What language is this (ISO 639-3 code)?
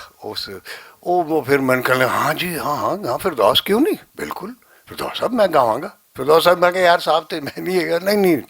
lah